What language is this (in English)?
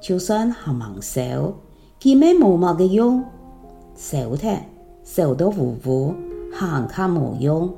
Hakka Chinese